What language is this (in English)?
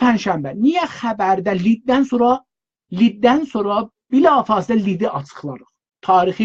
South Azerbaijani